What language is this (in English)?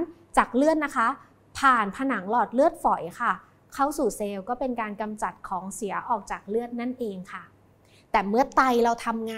Thai